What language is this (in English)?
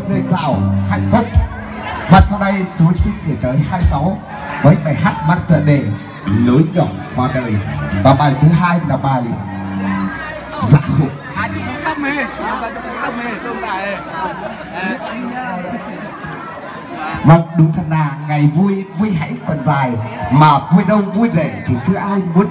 Vietnamese